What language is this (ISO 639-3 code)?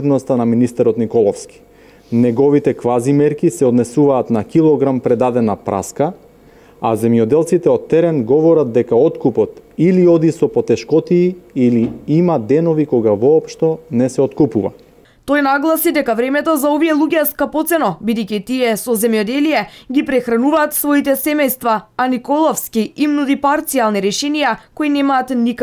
mkd